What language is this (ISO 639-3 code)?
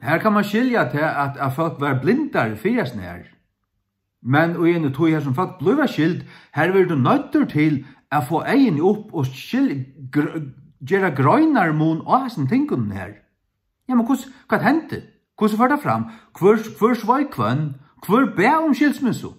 fao